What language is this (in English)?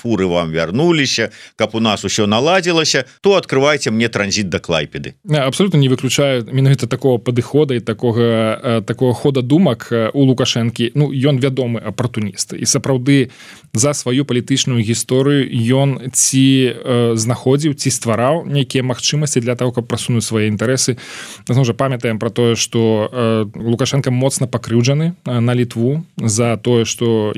Belarusian